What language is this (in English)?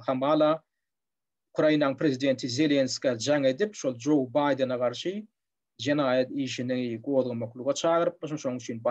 Turkmen